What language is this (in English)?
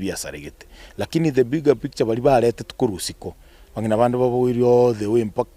Gusii